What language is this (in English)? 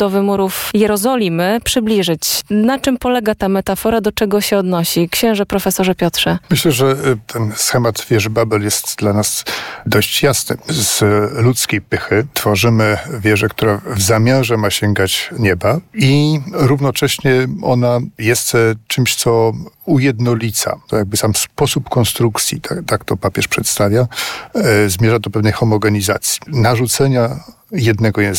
Polish